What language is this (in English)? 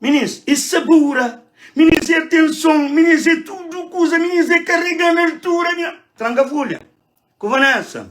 Kabuverdianu